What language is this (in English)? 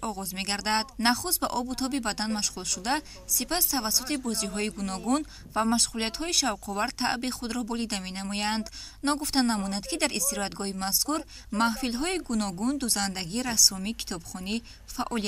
Tajik